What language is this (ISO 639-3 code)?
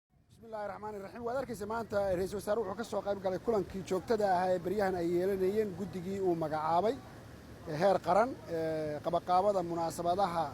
som